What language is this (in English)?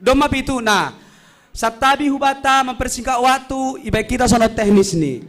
Batak Simalungun